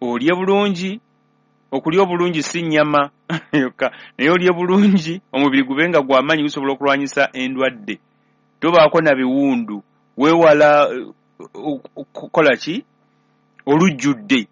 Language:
Ganda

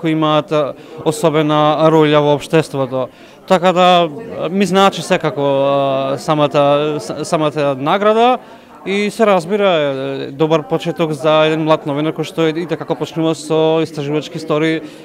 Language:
Macedonian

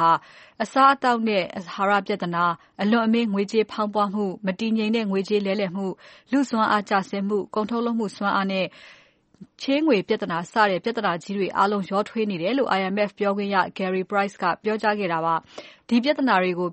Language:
Burmese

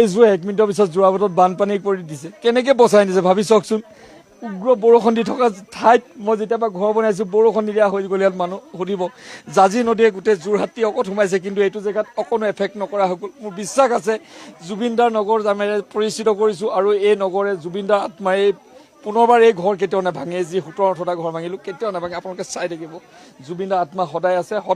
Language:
Assamese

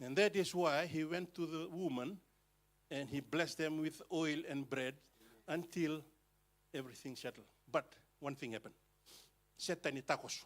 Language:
Fijian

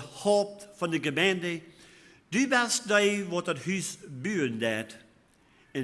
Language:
Plautdietsch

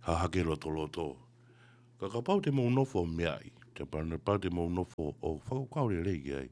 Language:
Tongan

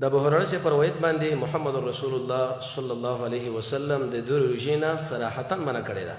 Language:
Pashto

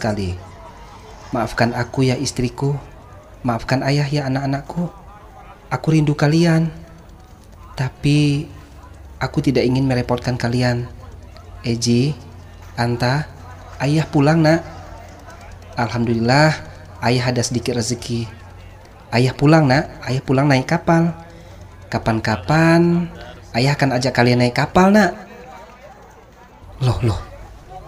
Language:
Indonesian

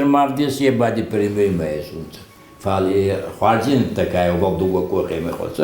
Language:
Ossetic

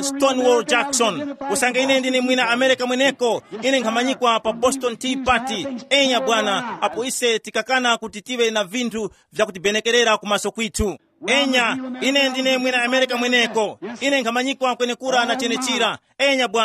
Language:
Tumbuka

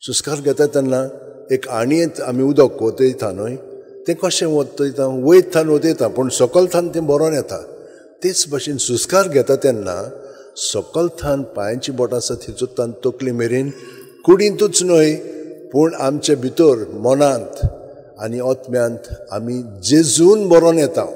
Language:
Konkani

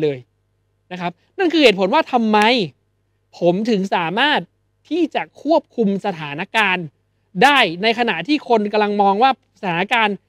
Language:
Thai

